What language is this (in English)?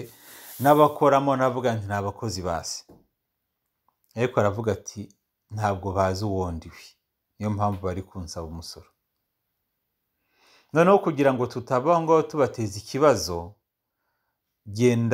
Kinyarwanda